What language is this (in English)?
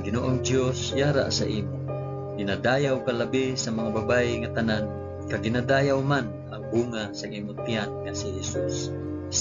Hiligaynon